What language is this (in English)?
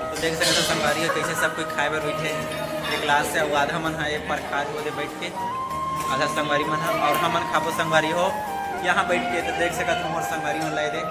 Chhattisgarhi